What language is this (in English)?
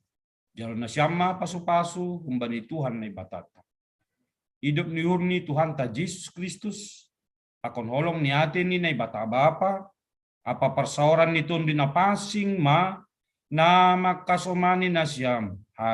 Batak Simalungun